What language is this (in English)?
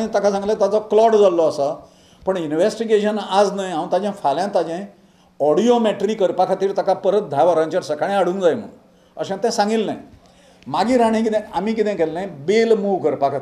Konkani